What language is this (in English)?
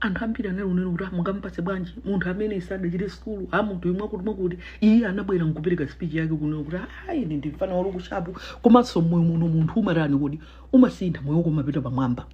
Nyanja